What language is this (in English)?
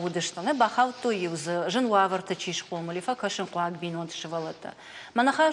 Ossetic